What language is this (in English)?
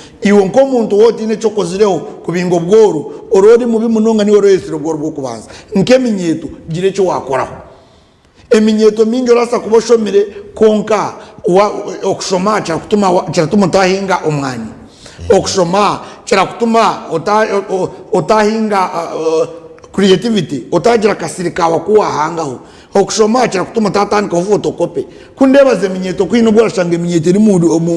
Nyankole